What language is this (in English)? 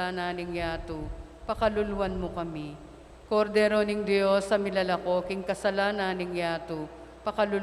Pampanga